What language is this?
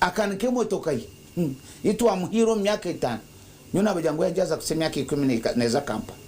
Nyankole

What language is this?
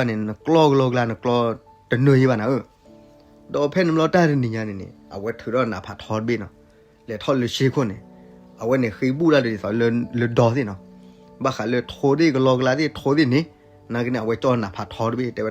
S'gaw Karen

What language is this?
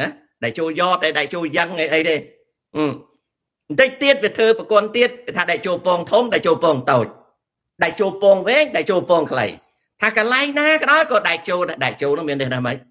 Khmer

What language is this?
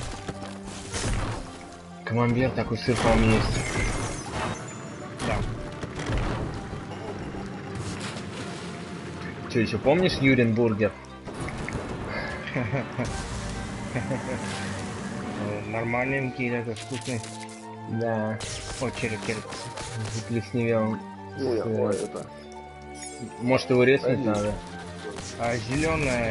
Russian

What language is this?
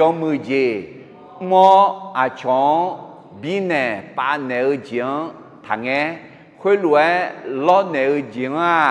Akha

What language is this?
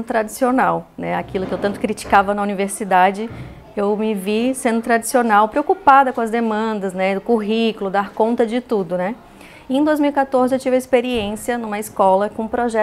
Portuguese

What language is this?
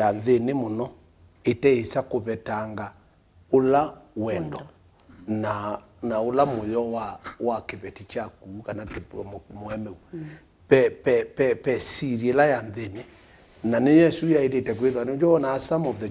Kamba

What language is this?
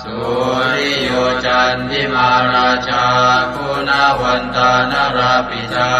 Pali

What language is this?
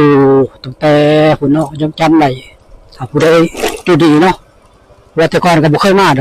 Northeastern Thai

